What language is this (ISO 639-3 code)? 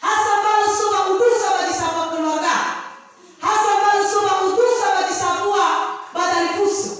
nia